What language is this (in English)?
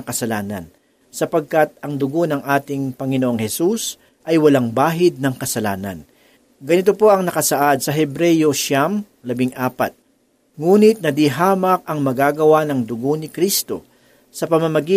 Filipino